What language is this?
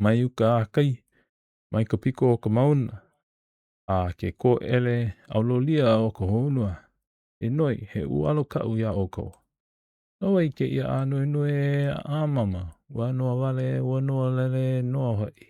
Hawaiian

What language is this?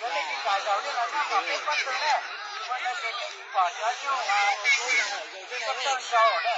Hmong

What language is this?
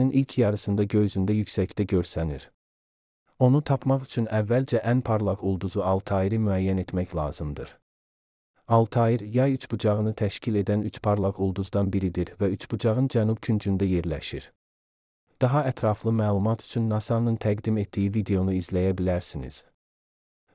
Azerbaijani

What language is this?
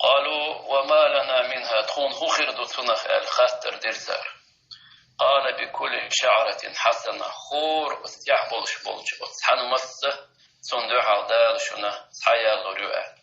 Chechen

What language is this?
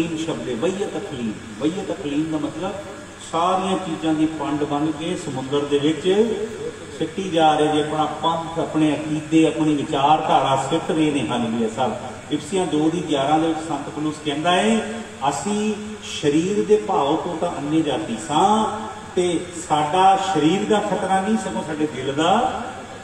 Punjabi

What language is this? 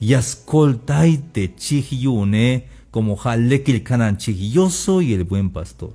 Tzeltal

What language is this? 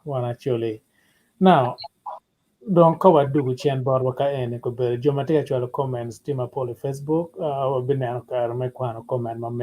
Acoli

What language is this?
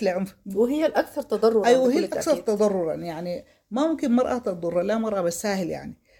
Sudanese Arabic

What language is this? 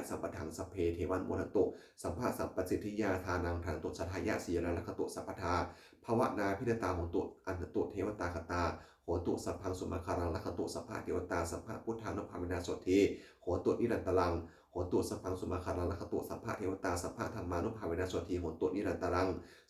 Pali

